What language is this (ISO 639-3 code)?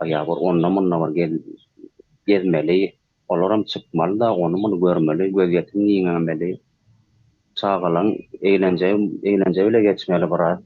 tuk